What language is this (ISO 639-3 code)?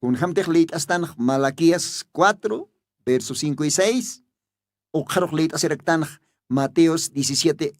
aym